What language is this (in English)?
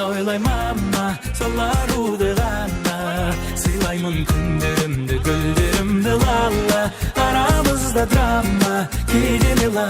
Kara-Kalpak